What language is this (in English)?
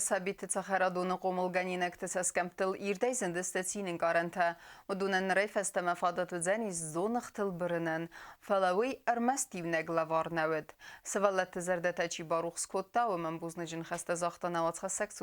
Ossetic